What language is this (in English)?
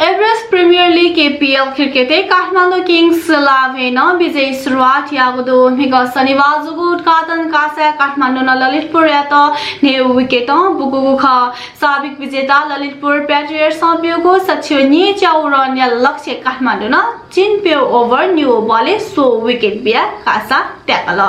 Newari